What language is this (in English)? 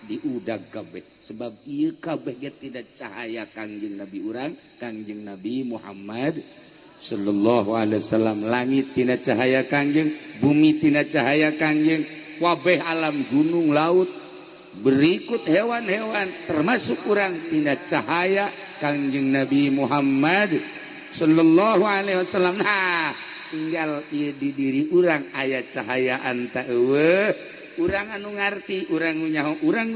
Sundanese